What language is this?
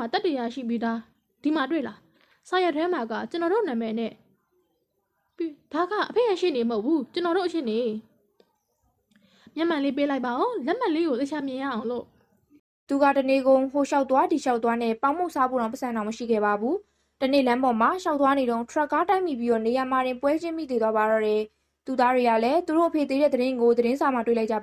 Burmese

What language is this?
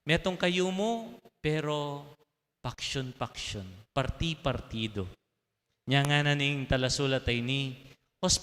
Pampanga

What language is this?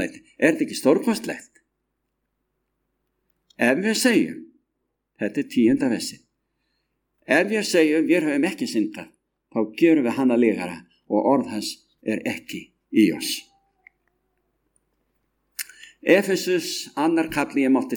Icelandic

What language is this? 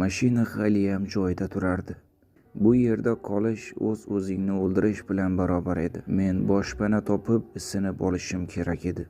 Uzbek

